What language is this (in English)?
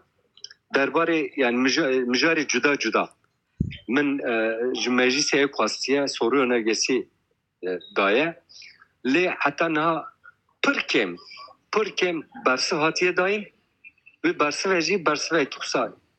Kurdish